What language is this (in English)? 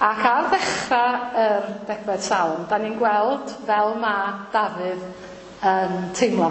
Welsh